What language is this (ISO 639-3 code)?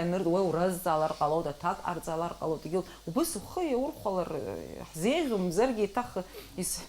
abk